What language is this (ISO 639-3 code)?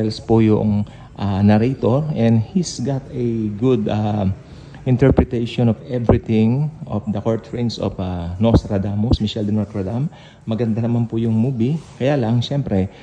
fil